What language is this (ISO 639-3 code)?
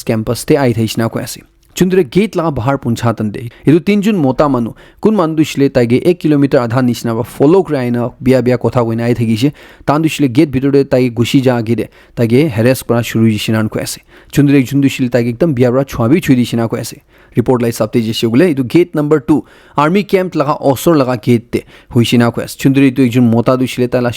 nag